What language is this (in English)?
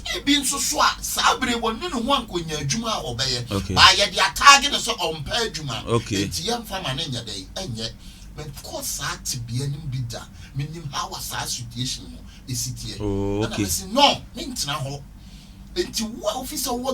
Akan